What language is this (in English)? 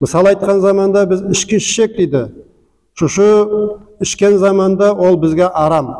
Nogai